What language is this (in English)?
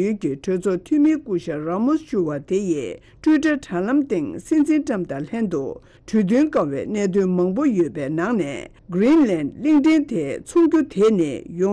Tibetan